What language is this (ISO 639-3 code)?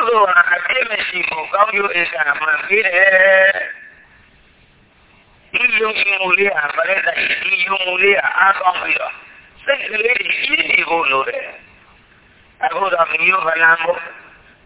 mya